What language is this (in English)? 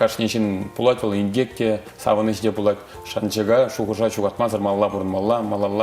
Chuvash